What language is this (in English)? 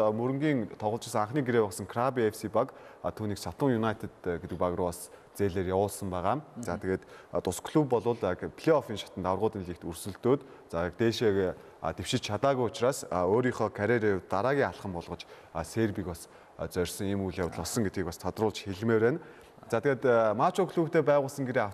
Mongolian